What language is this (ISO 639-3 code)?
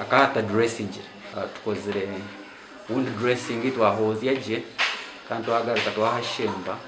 nyn